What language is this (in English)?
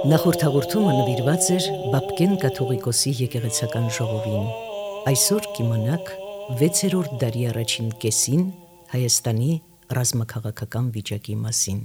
Armenian